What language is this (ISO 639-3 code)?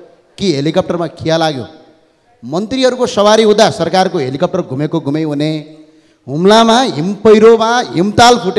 nep